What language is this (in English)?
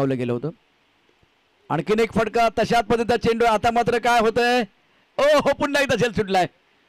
Marathi